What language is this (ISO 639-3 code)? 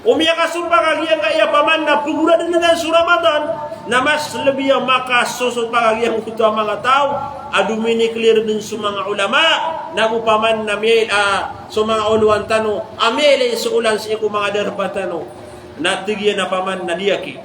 mrw